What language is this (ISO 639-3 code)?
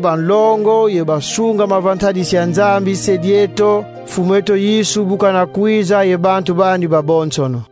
kon